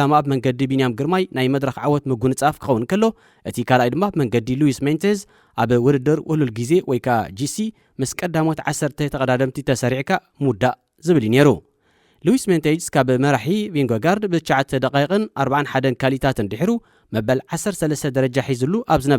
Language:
Tigrinya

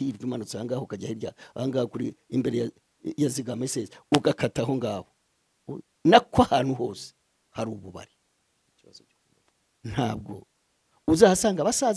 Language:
Kinyarwanda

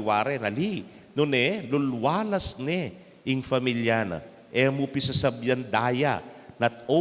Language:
Pampanga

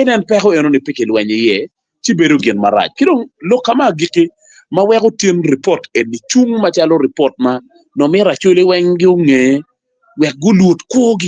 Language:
Acoli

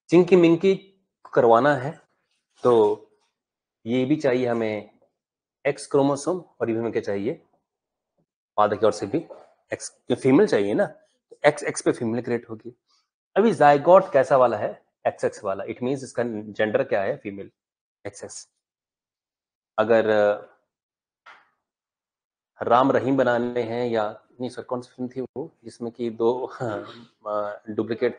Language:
Hindi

